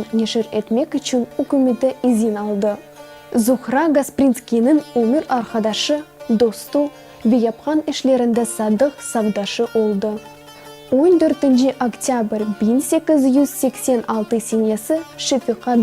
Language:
Crimean Tatar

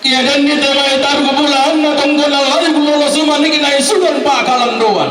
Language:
Toraja-Sa'dan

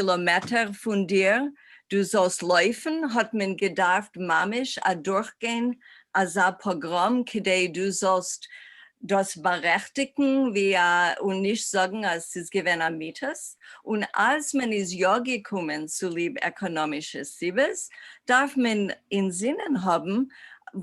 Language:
Yiddish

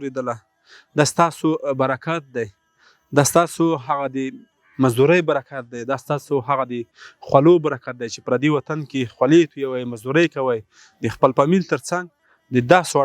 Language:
Pashto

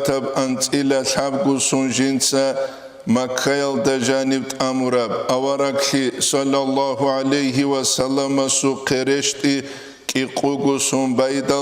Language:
Avaric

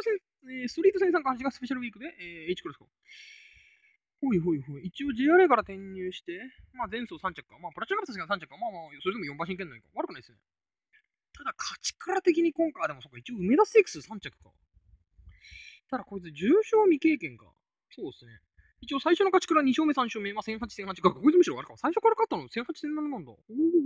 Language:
Japanese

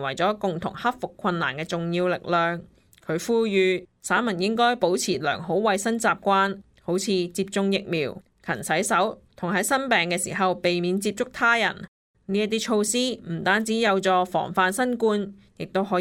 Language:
Cantonese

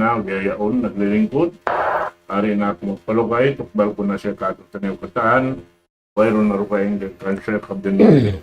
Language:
Tausug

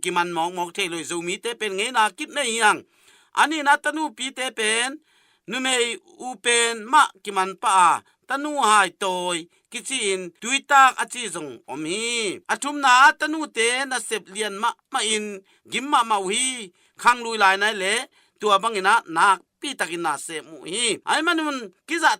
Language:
Tedim Chin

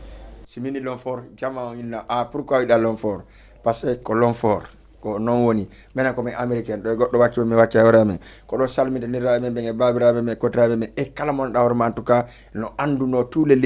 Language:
Fula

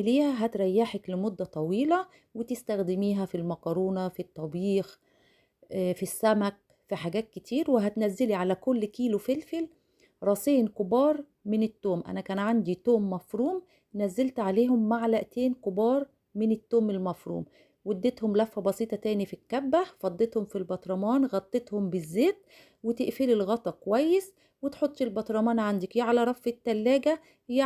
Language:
Egyptian Arabic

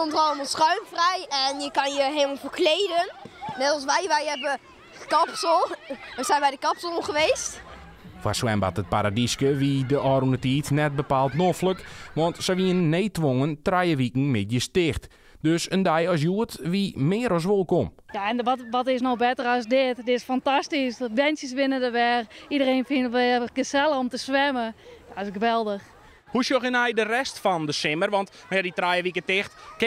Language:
Western Frisian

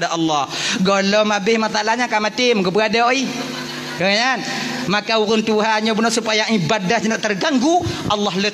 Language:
Achinese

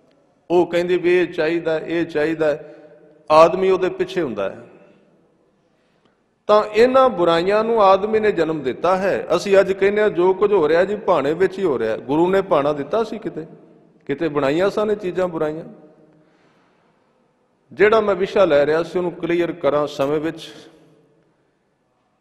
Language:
Punjabi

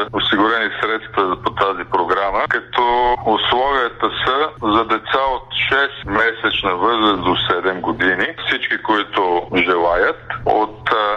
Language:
Bulgarian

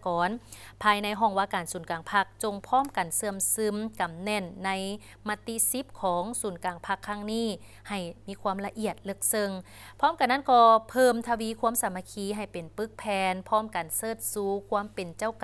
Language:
Lao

